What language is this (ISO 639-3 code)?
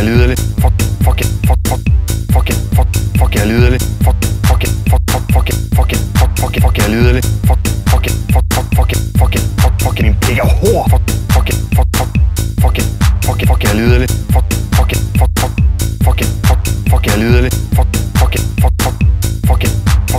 dan